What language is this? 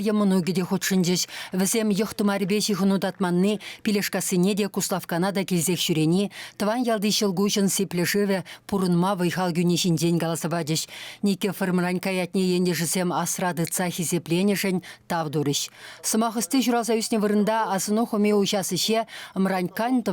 Chuvash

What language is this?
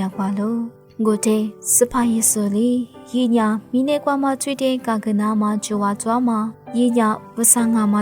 Lisu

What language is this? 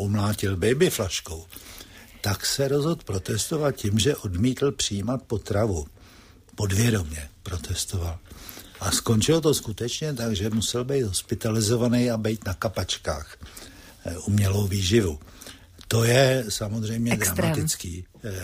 Czech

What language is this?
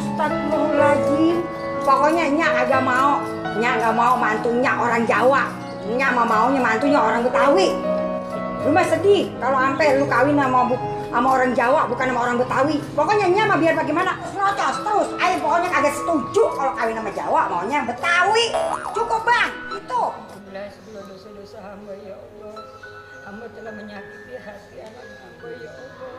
Betawi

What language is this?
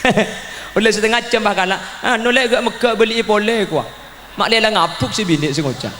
Madurese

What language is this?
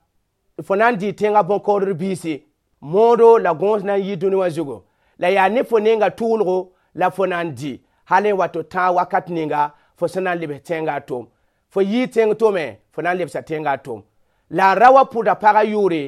Mossi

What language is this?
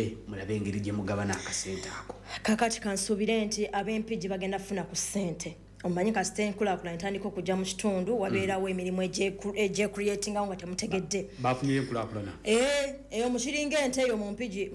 Ganda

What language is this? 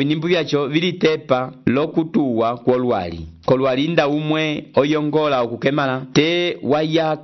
Umbundu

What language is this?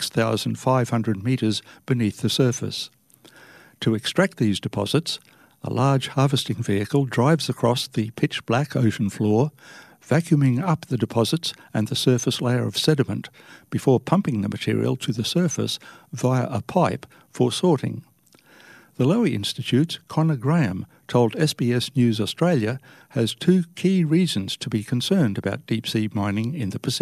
English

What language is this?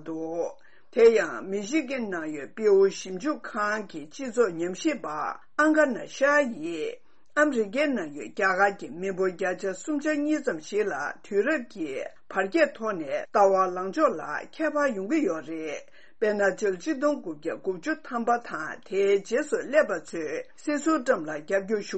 Tibetan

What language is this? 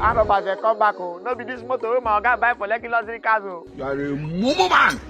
Nigerian Pidgin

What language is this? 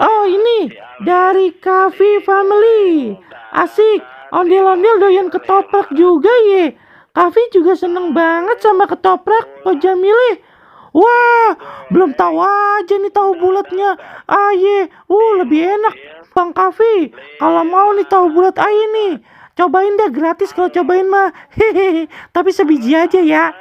Betawi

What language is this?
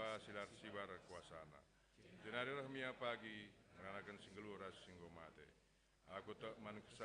Batak Karo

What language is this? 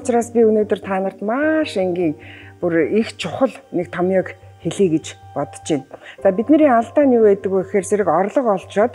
Mongolian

